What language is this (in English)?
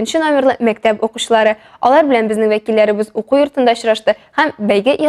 Tatar